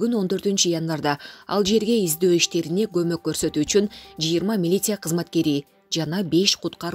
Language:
Kyrgyz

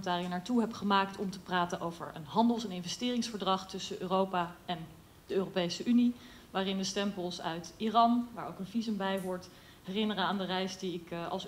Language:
Dutch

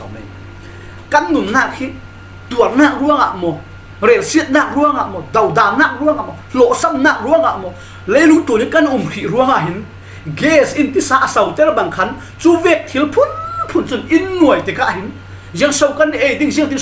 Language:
Falam Chin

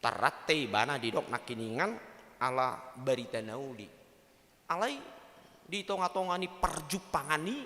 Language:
Batak Toba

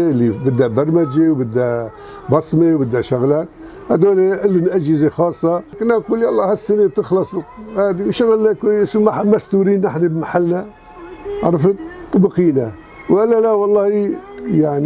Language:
North Levantine Arabic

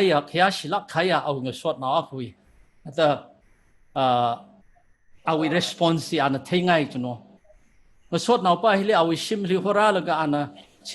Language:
Tangkhul Naga (India)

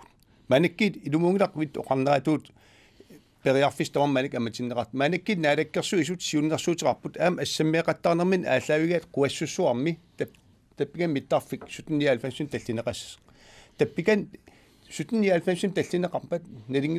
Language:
Kalaallisut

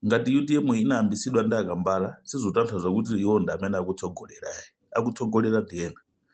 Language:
Nyanja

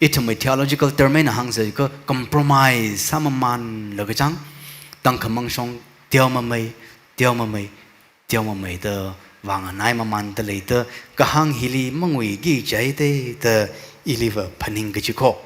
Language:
Tangkhul Naga (India)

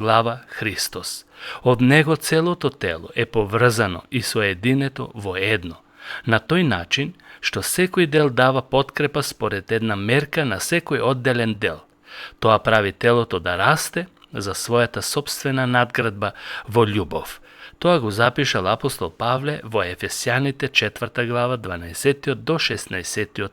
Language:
Macedonian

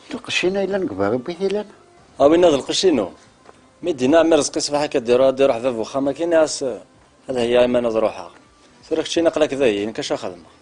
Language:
Kabyle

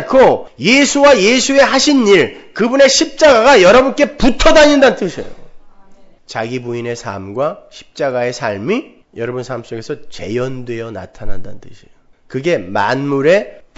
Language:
Korean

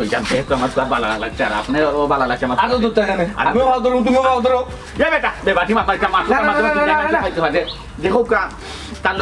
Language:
Sylheti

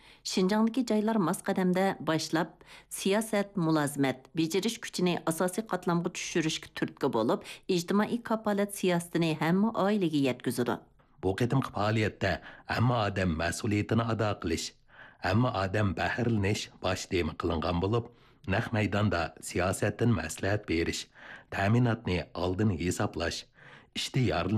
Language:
Uyghur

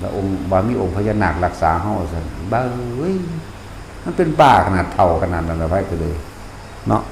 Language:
Northeastern Thai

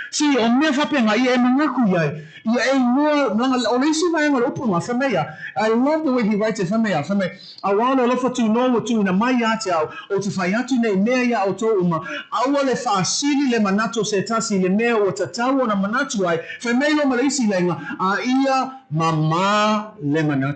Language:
Samoan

